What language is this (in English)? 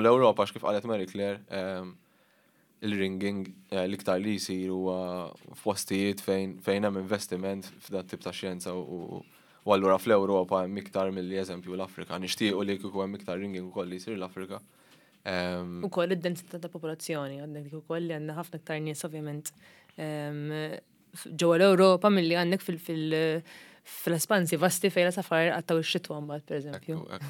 Maltese